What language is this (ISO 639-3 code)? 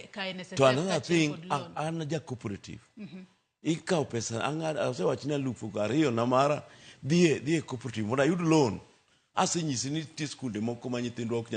luo